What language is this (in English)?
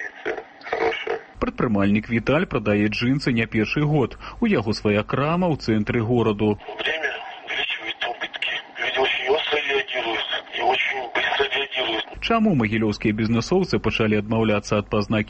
Belarusian